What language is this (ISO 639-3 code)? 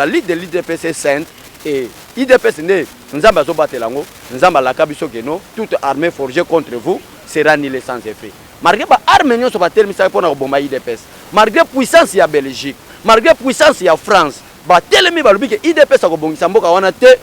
lin